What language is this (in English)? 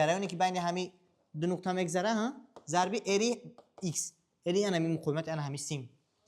Tajik